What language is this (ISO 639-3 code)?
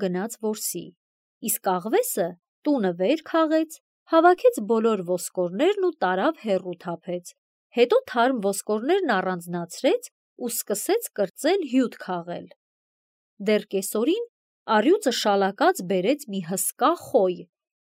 hye